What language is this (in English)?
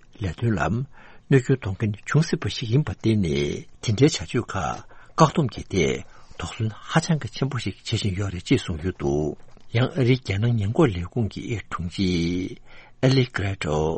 Tibetan